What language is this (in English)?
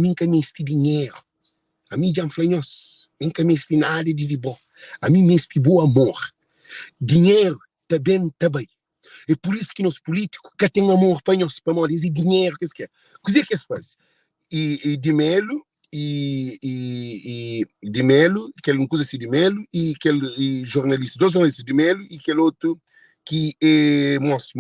Kabuverdianu